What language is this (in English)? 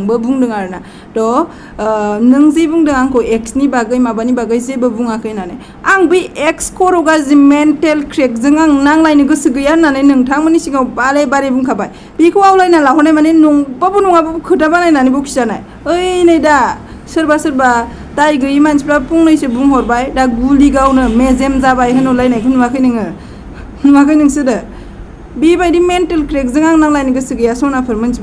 Bodo